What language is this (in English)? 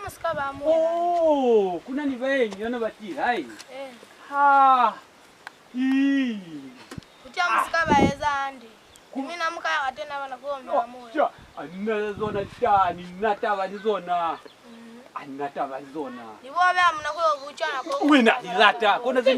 Lozi